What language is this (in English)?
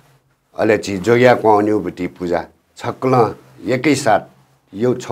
Newari